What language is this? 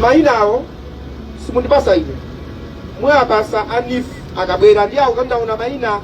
Nyanja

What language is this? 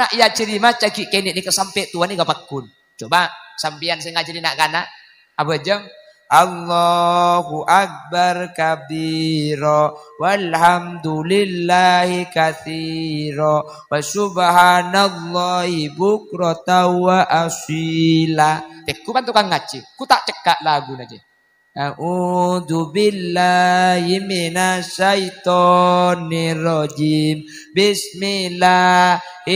Madurese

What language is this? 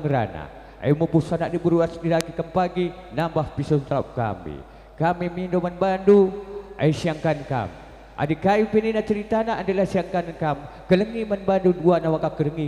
Batak Karo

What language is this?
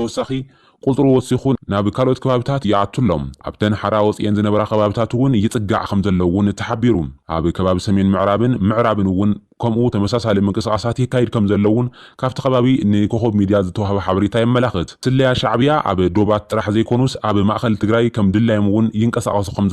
Tigrinya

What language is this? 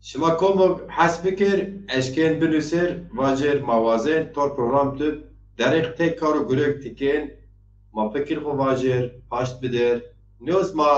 Zaza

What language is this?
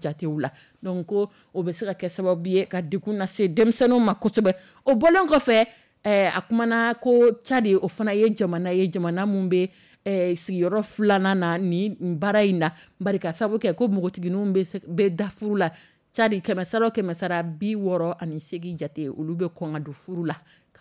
Dyula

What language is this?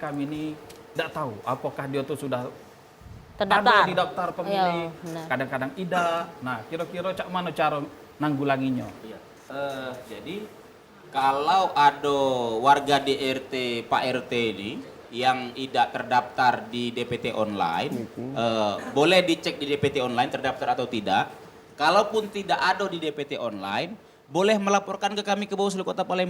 Musi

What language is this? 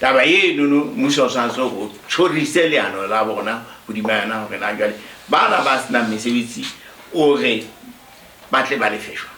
Southern Sotho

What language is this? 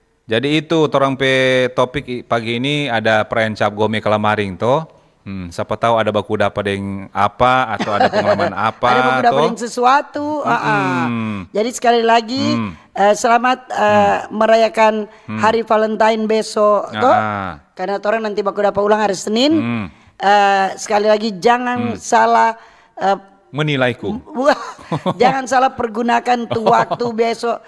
Manado Malay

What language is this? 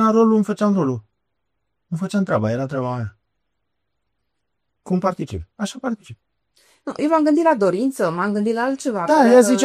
Romanian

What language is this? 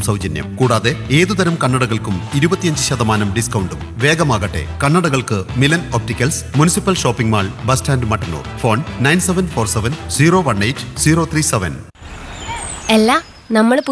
Malayalam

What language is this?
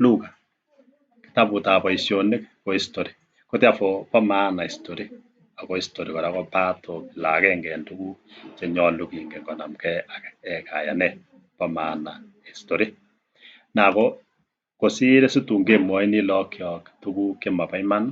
Kalenjin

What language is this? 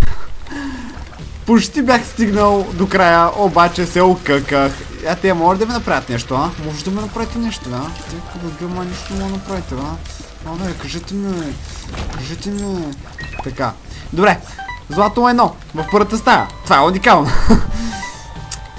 Bulgarian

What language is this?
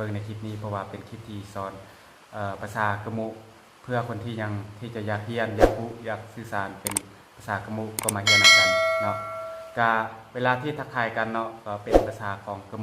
Lao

